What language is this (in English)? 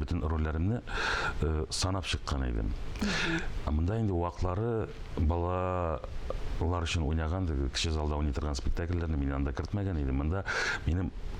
Tatar